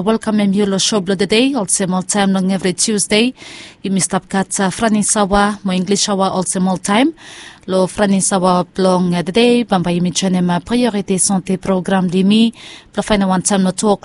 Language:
Bislama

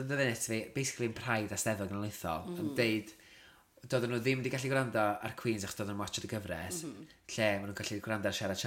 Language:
Welsh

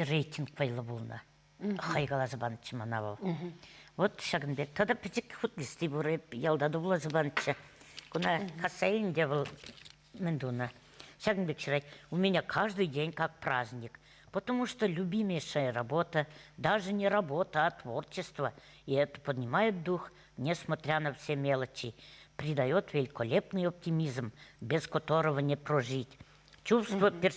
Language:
Chuvash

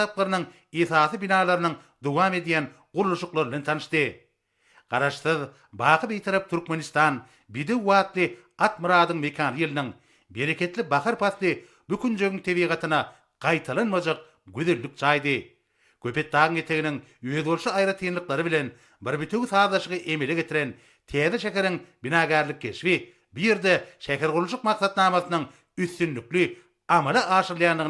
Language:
Turkmen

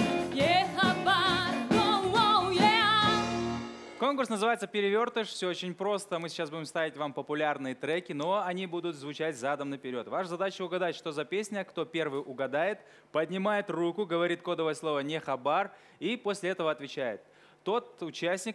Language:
Russian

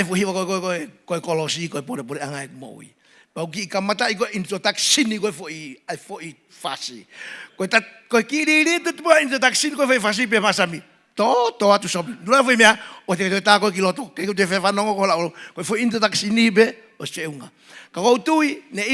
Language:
Tongan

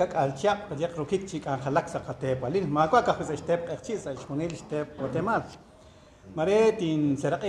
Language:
Kekchí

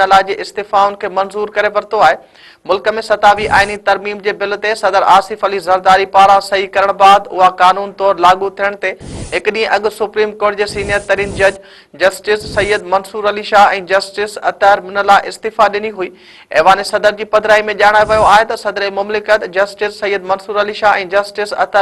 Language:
Sindhi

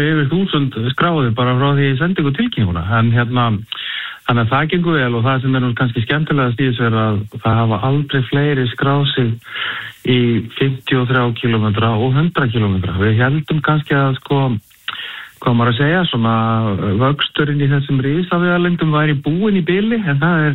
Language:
Icelandic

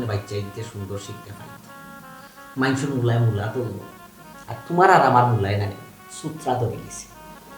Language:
Sylheti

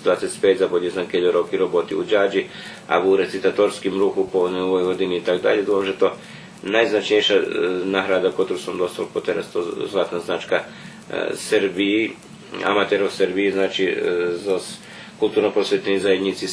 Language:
Rusyn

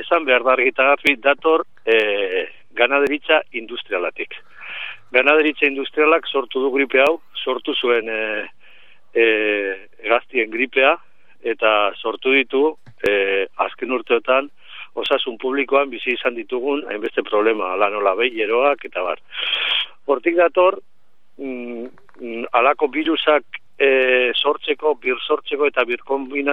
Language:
Basque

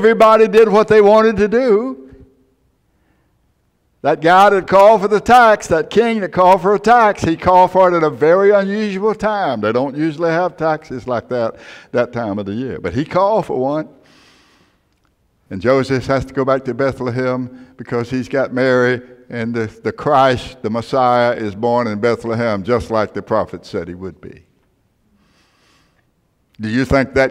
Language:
English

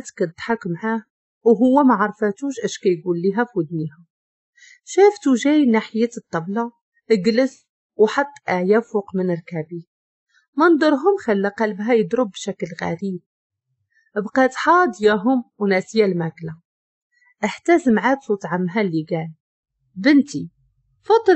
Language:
Moroccan Arabic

